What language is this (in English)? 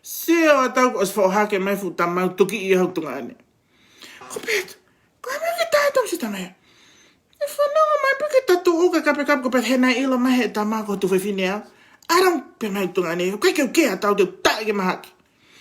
Tongan